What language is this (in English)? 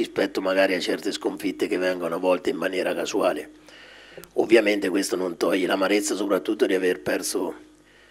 Italian